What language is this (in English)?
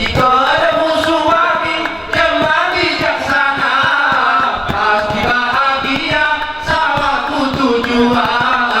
Gayo